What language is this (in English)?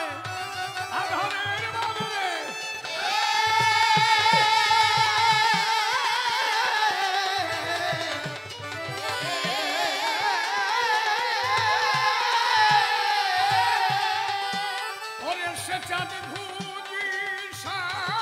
Bangla